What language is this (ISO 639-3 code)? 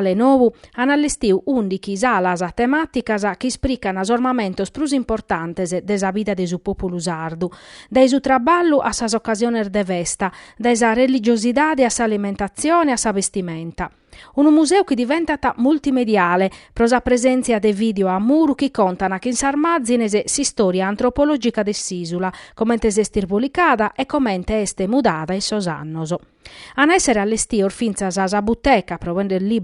srd